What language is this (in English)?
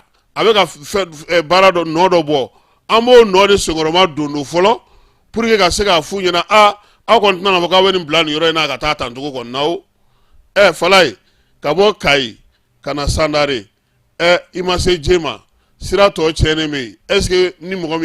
Bambara